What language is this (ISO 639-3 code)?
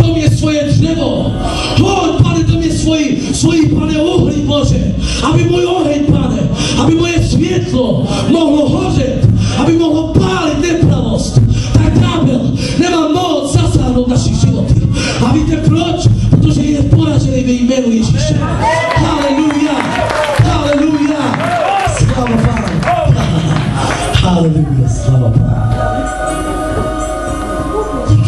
ces